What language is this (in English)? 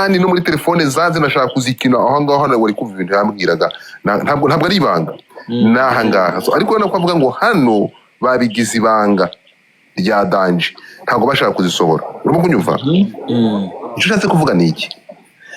Kinyarwanda